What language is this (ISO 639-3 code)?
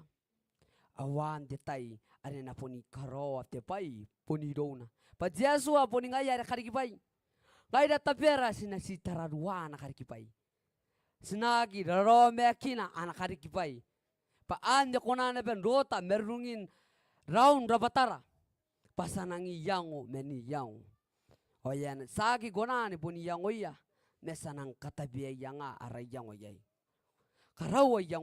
gil